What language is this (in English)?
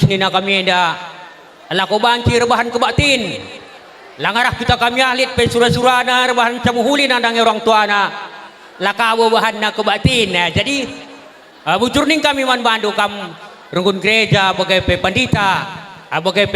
Batak Karo